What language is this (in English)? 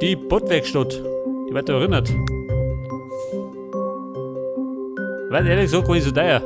Bavarian